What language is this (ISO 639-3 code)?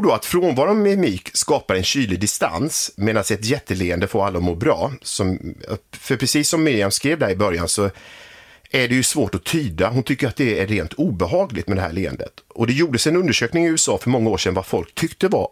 swe